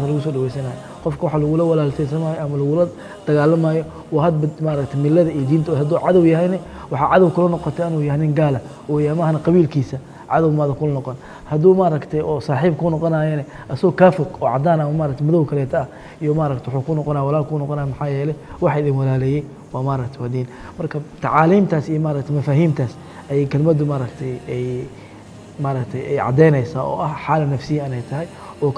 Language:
Somali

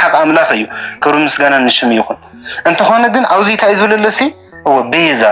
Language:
Tigrinya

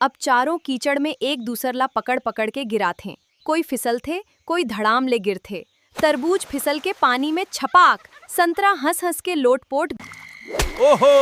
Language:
Chhattisgarhi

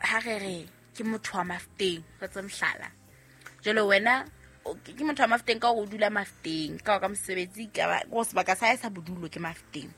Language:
Southern Sotho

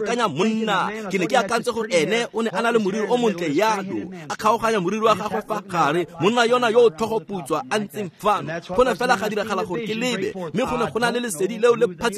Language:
Tswana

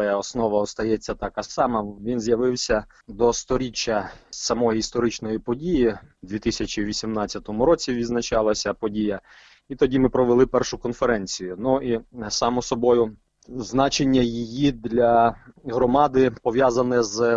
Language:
Ukrainian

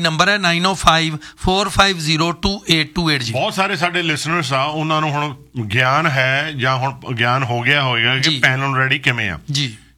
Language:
Punjabi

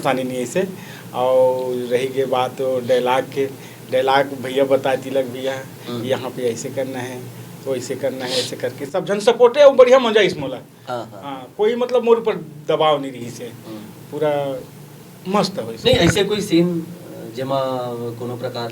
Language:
Chhattisgarhi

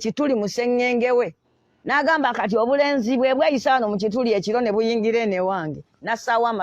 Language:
Ganda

